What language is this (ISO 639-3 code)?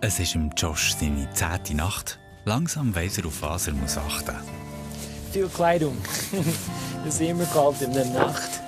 gsw